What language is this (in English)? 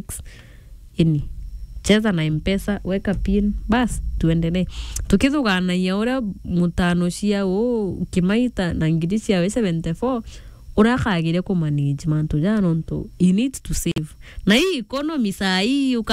Meru